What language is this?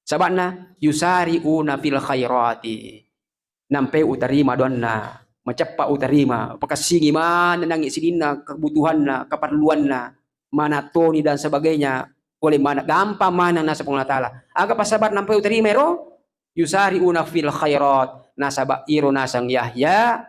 Buginese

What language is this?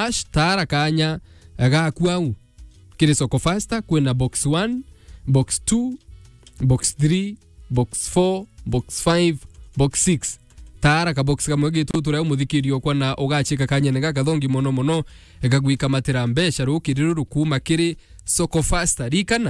Meru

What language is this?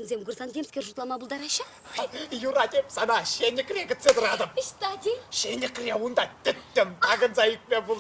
Chuvash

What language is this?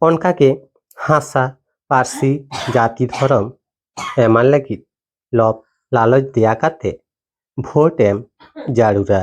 Santali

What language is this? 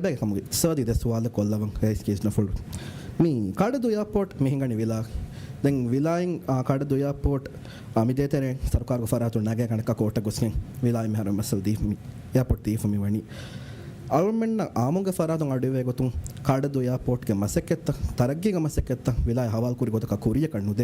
Divehi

